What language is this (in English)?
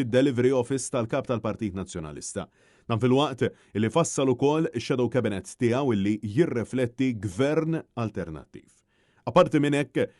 Maltese